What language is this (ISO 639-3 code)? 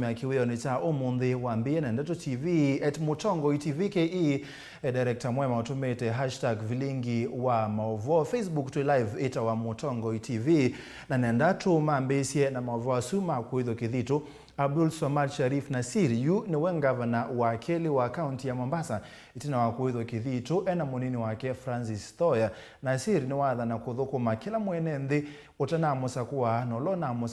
kam